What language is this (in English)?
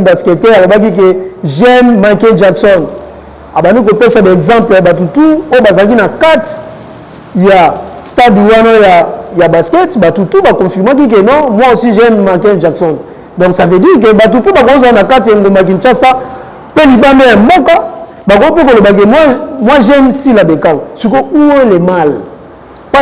Lingala